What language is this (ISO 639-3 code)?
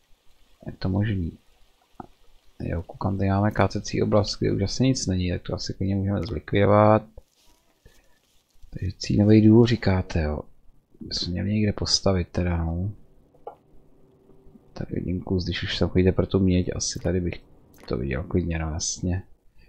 ces